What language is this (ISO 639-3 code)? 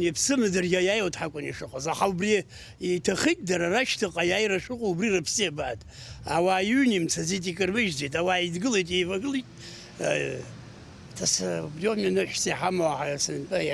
abk